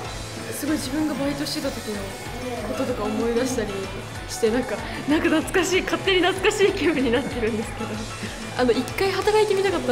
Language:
Japanese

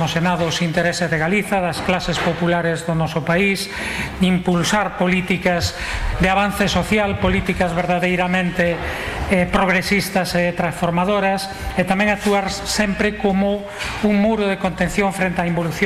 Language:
Galician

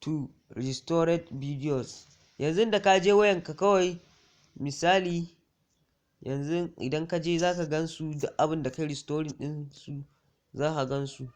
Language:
Hausa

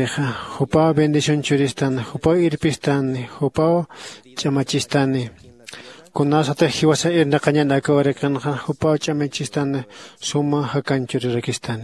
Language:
Aymara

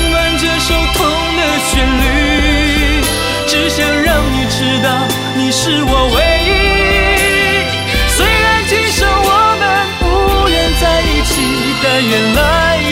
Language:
Chinese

